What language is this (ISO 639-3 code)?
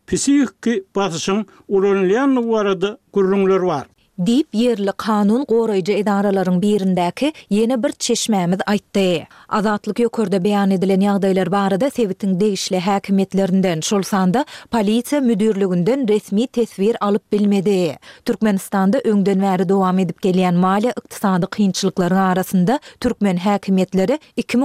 tuk